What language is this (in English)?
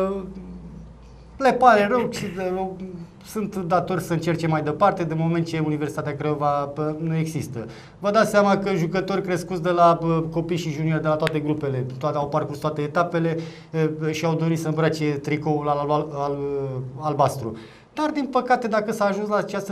Romanian